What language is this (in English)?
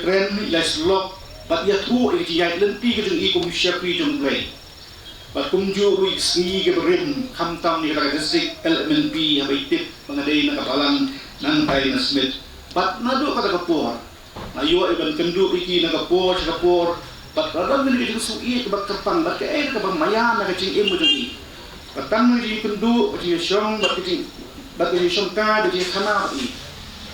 Khasi